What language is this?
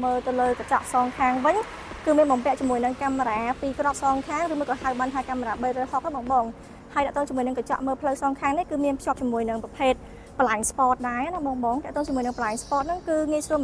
Khmer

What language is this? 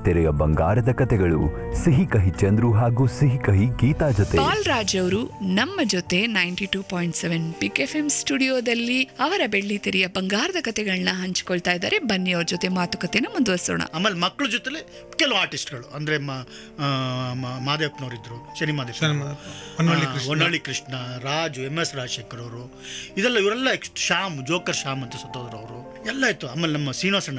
Kannada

